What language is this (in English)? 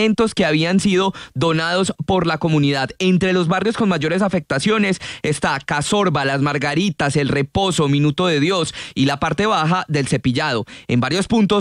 Spanish